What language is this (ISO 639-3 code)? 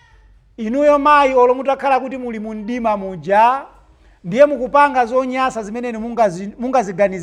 nya